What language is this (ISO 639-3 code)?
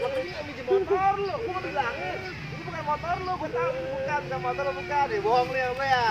bew